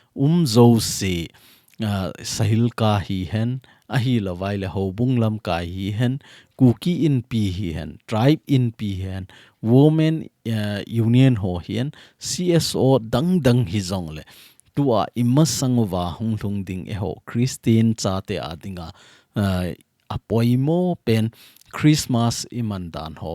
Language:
Thado Chin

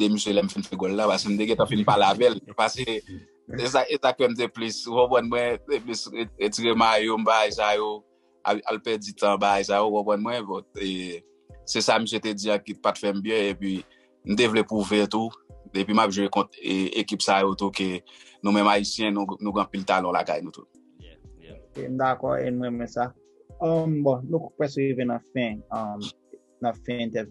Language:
Haitian Creole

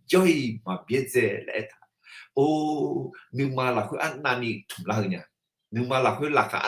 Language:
Akha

